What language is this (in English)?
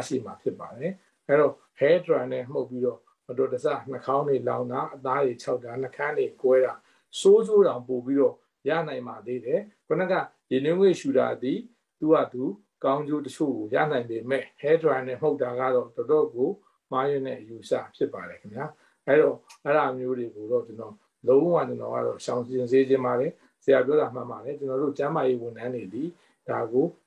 Burmese